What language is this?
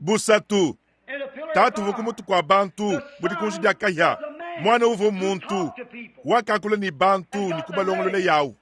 Luba-Lulua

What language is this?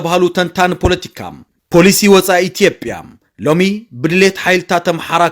Tigrinya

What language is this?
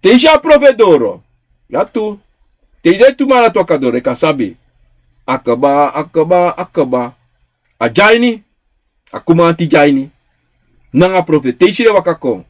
Sranan Tongo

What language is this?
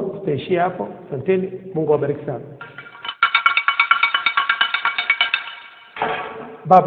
Swahili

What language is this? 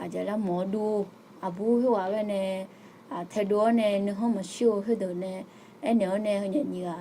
Akha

